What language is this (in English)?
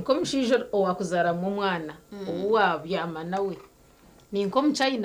Nyankole